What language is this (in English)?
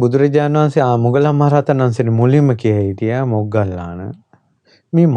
Sinhala